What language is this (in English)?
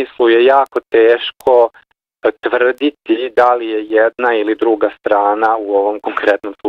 Serbian